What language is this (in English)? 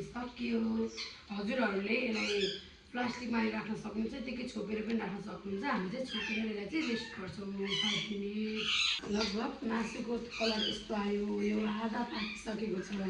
Nepali